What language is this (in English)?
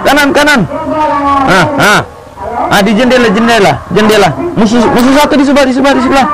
Manado Malay